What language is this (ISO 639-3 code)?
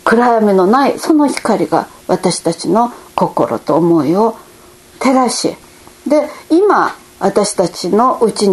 jpn